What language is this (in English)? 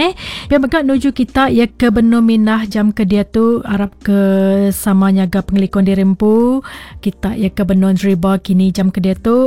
Iban